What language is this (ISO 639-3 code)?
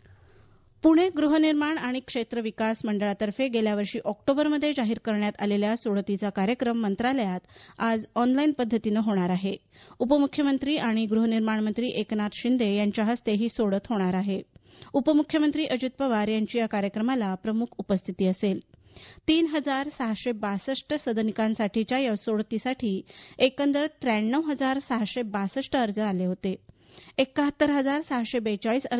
mar